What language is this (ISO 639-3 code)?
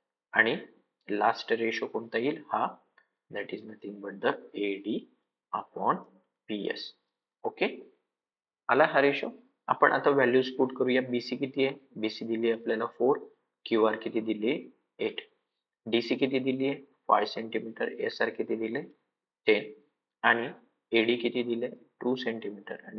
mar